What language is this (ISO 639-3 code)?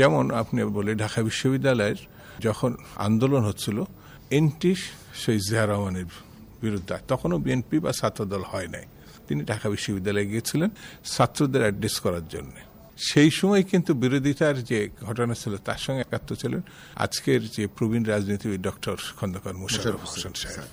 ben